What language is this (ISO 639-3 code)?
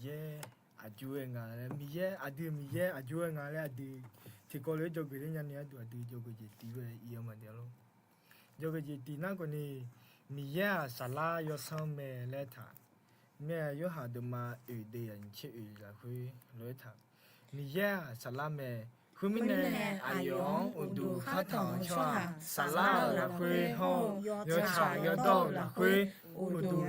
ahk